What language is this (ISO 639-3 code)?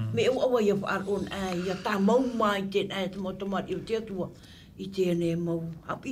tah